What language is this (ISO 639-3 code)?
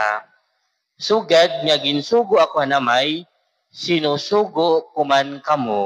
war